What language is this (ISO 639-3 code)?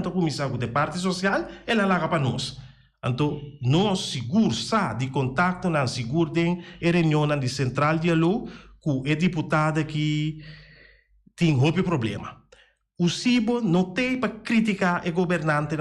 pap